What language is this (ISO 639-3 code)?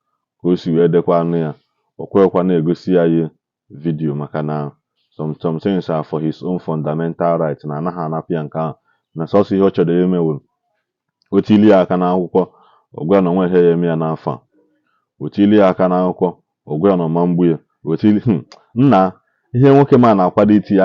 ibo